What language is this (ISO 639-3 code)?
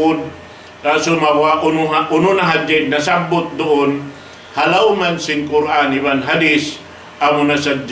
tsg